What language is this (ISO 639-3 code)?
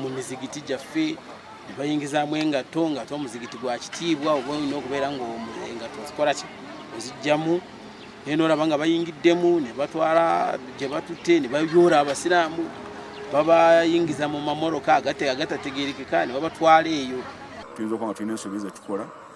nyn